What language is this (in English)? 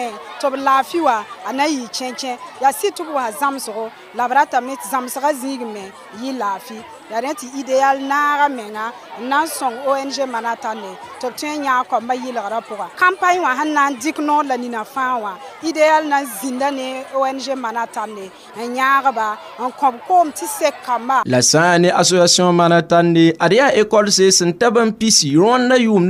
Mossi